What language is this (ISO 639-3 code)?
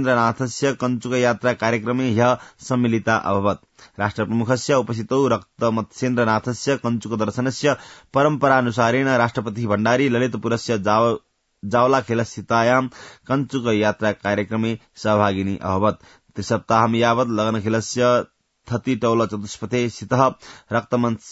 san